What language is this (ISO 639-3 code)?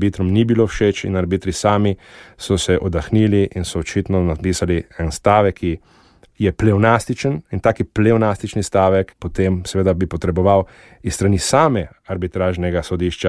slv